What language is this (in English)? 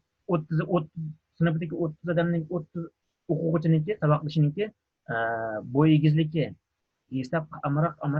Uyghur